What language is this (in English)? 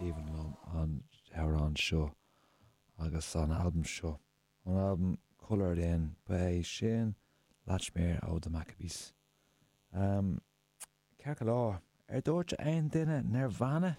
Irish